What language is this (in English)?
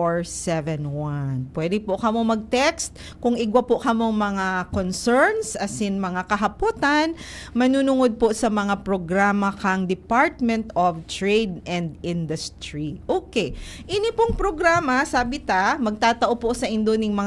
Bikol